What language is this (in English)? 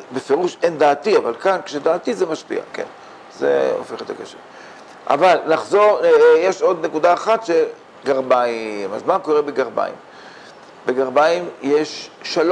Hebrew